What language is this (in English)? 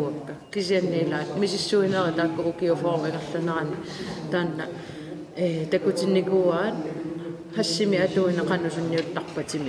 Kalaallisut